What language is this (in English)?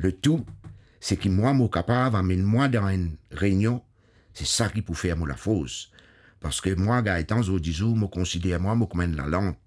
Morisyen